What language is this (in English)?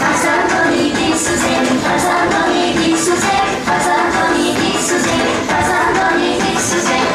Tajik